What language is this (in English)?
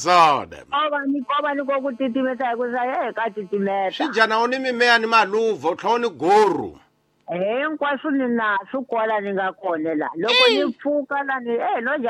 Tsonga